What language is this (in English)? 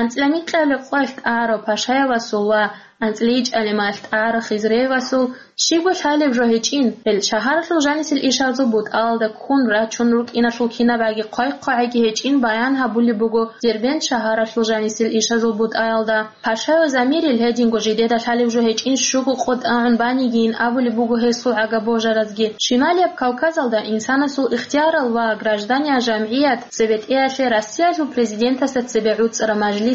Avaric